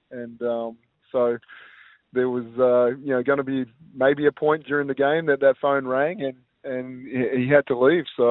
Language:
English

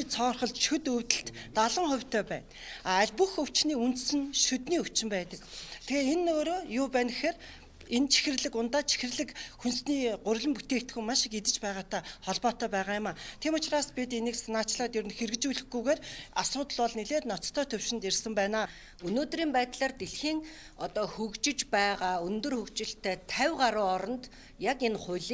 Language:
Mongolian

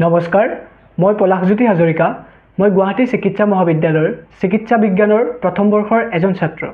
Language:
Assamese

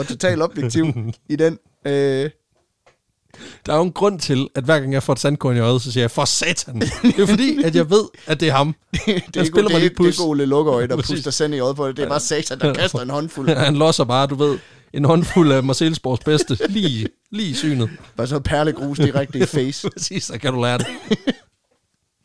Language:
Danish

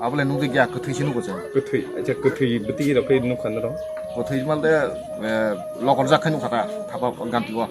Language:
Kok Borok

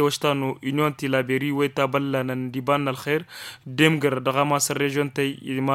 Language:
Tamasheq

